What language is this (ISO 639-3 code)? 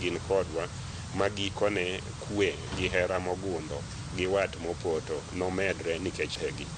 luo